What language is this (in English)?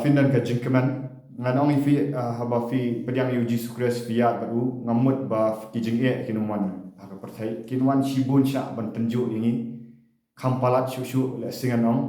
Khasi